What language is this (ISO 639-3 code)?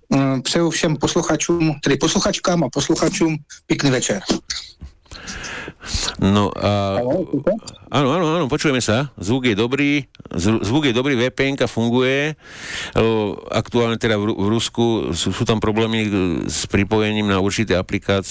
slk